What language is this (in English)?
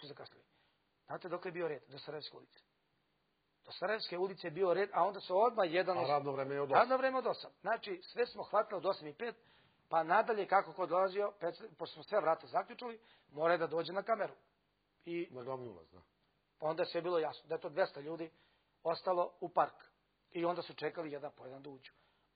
Serbian